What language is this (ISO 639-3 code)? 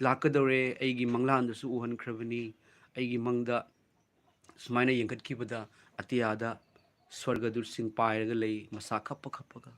mni